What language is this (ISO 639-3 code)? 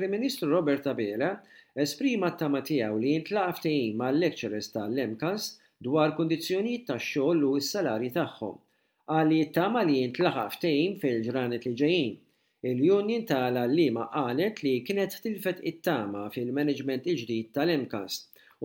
mlt